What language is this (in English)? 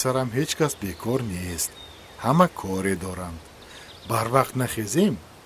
Tajik